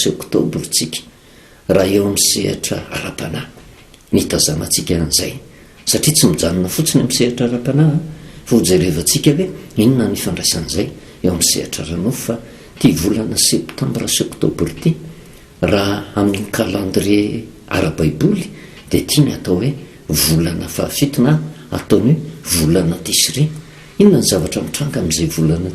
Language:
Malagasy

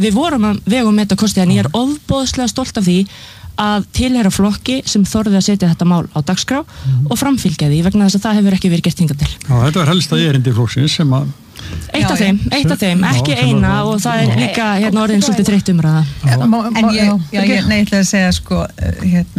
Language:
Icelandic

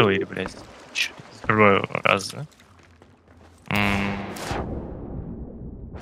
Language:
Russian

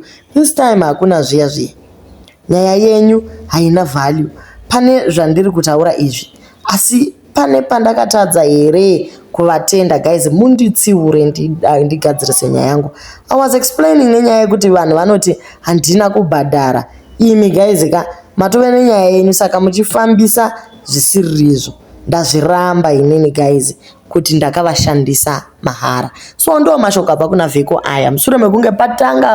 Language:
Shona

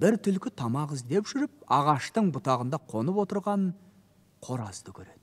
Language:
Kazakh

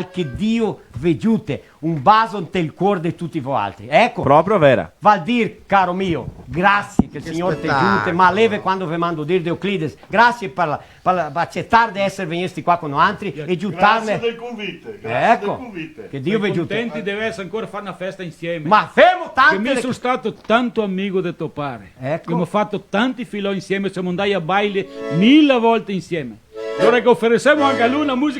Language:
Venetian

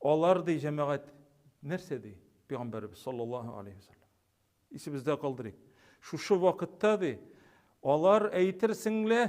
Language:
Tatar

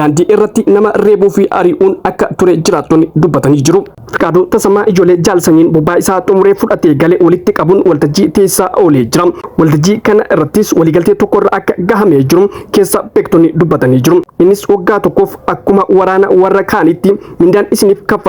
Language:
Oromo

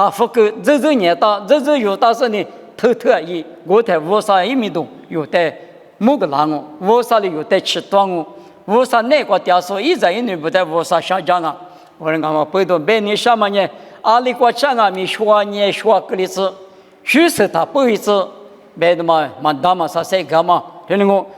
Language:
Lisu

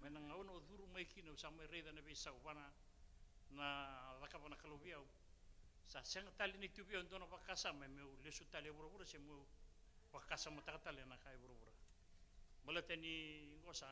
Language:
Fijian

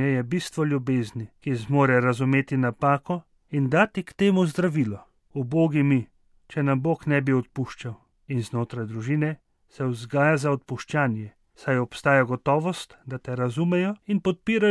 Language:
Slovenian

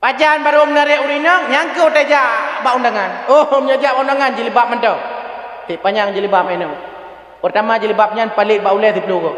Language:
Achinese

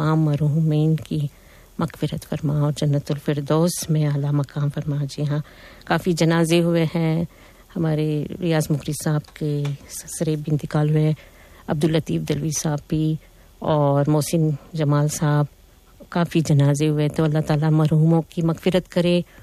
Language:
Urdu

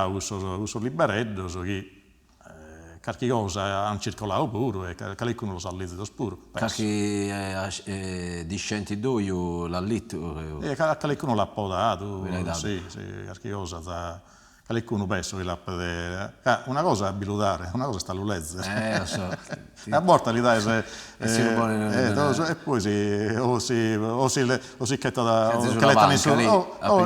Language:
Sardinian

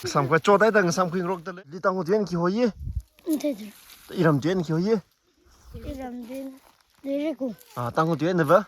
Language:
Tangkhul Naga (India)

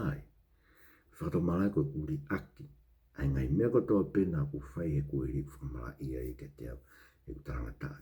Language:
Tongan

